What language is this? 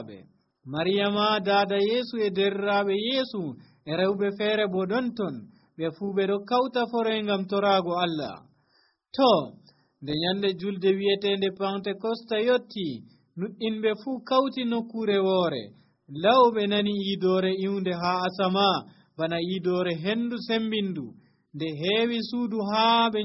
Nigerian Fulfulde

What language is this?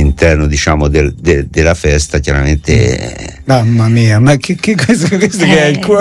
Italian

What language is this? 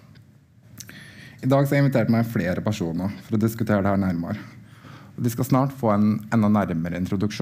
Norwegian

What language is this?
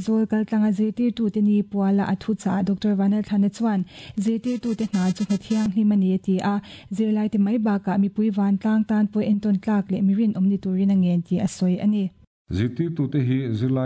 Mizo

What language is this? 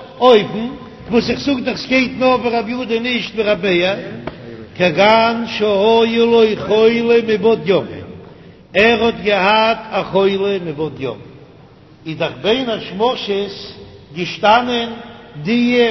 Yiddish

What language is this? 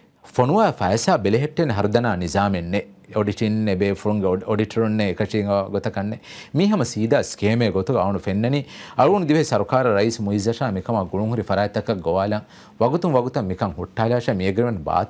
Divehi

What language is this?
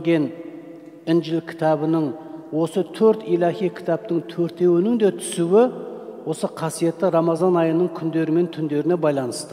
Kazakh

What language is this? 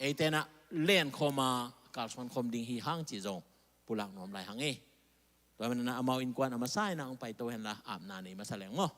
Tedim Chin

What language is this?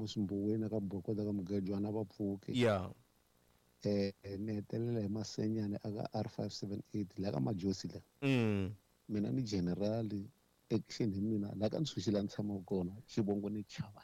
Tsonga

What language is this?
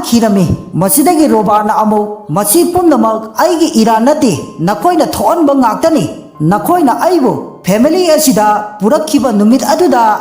Manipuri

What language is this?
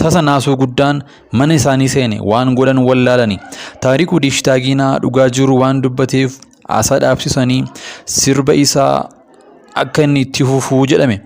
Oromo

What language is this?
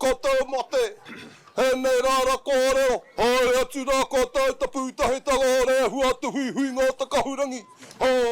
Māori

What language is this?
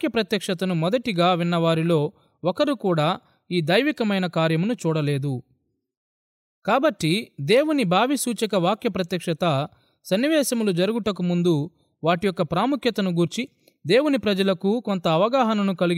Telugu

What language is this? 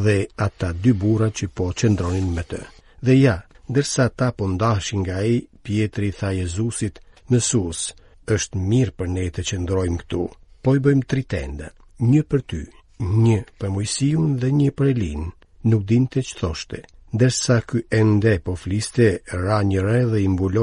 Albanian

